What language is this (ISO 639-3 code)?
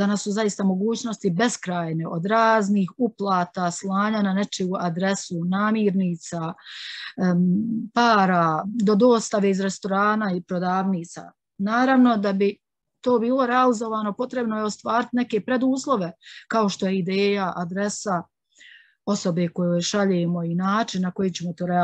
bos